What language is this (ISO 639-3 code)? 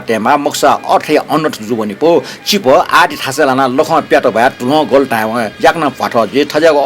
new